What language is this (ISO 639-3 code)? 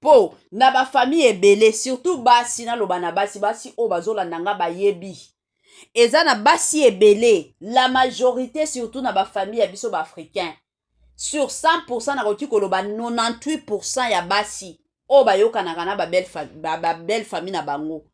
lin